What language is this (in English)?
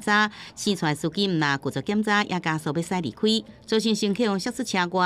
Min Nan Chinese